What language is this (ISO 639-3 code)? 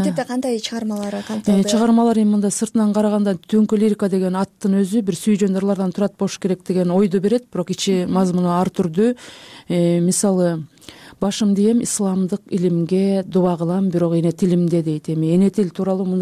kir